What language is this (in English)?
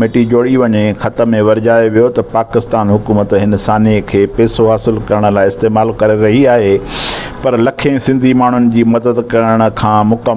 Sindhi